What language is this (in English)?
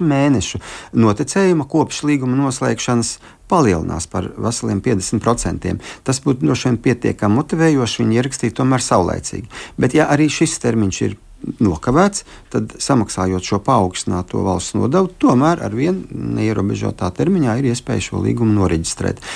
Latvian